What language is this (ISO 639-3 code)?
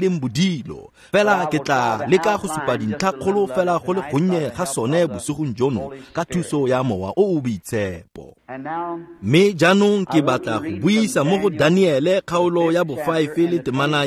tsn